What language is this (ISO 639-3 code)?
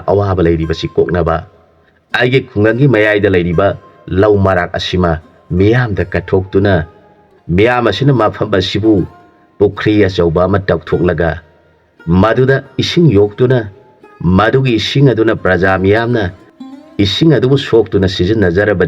mni